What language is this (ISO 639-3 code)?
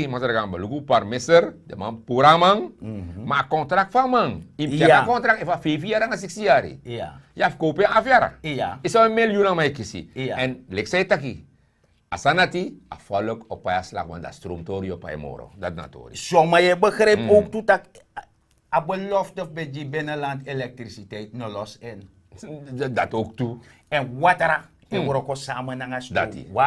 srn